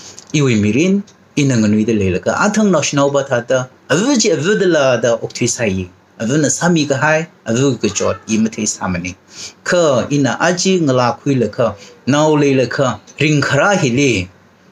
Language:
Tangkhul Naga (India)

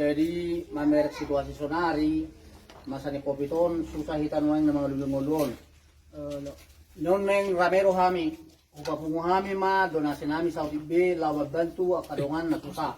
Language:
Batak Toba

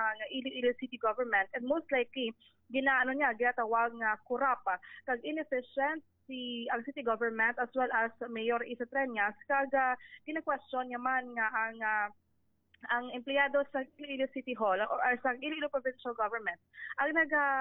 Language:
Hiligaynon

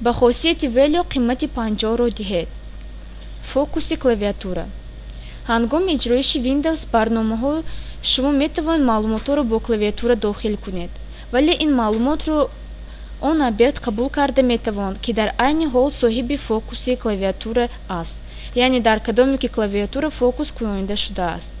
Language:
Tajik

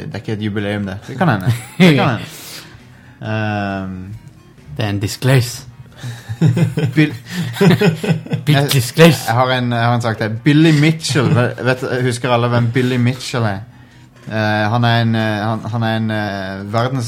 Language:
Norwegian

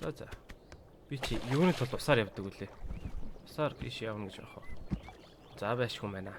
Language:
Mongolian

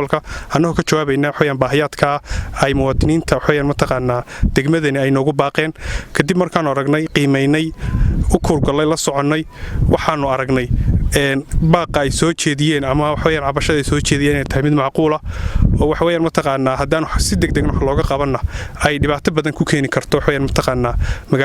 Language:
Somali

